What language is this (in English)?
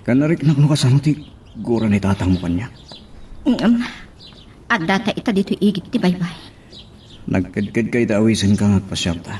Iloko